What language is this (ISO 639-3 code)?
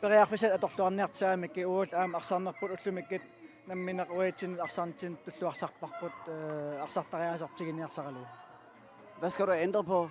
kal